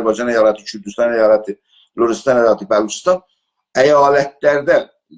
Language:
South Azerbaijani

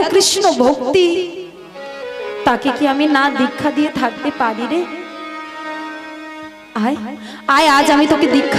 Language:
Bangla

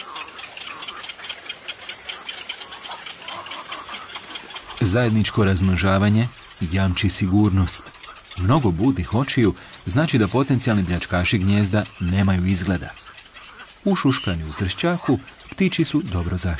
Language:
Croatian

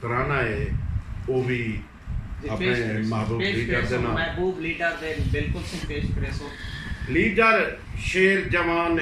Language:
Saraiki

